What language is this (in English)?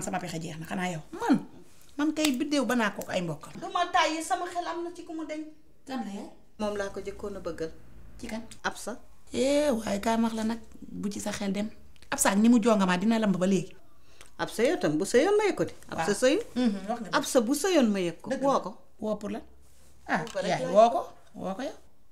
Wolof